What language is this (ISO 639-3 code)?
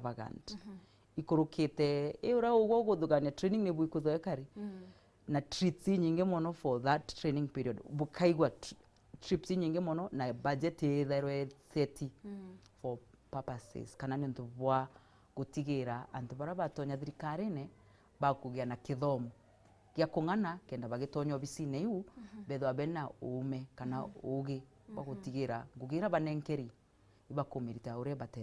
mer